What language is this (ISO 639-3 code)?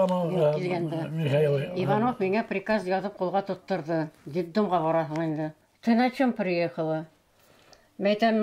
bak